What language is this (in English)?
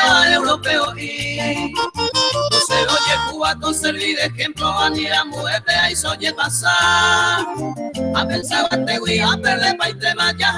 Guarani